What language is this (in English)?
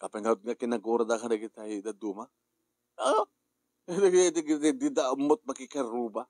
Iloko